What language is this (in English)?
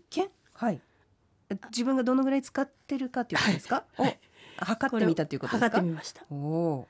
Japanese